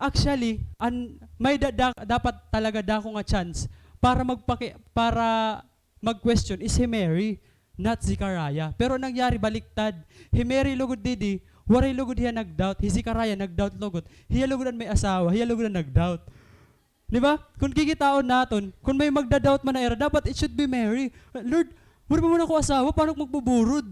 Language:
Waray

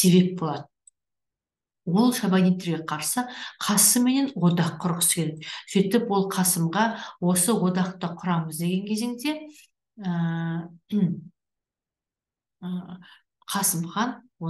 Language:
Kazakh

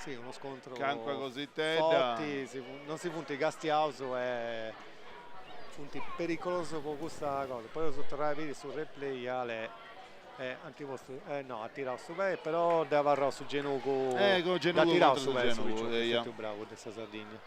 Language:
Sardinian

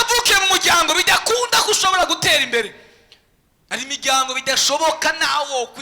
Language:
Rundi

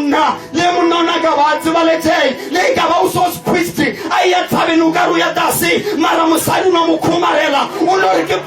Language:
Southern Sotho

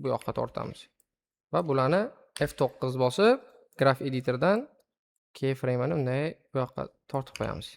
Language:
Uzbek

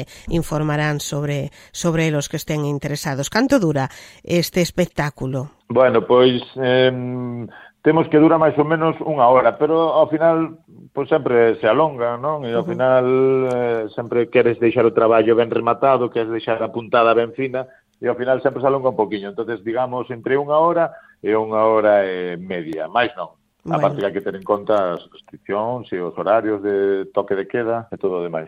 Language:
Galician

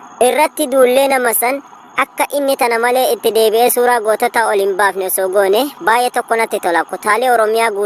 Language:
Oromo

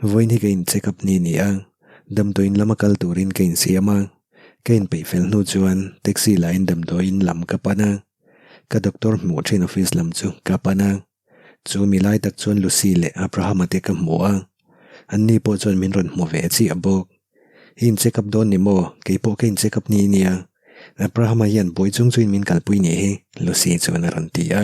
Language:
Mizo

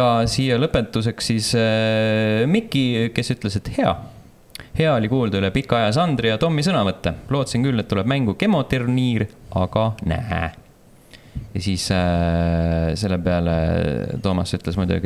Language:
Estonian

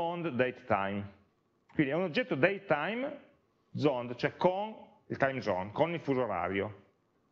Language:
Italian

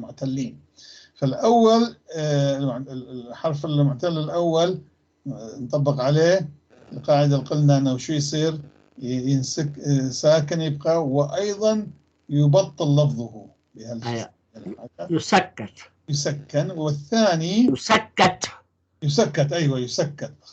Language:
North Levantine Arabic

